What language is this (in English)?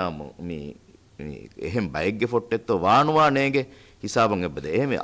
Divehi